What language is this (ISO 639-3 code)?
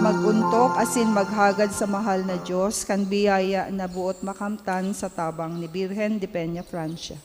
bik